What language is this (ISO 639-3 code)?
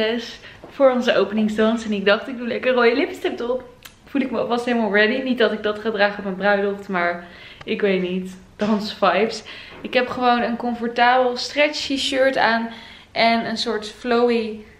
nld